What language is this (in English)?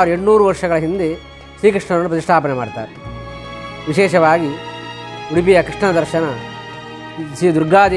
Kannada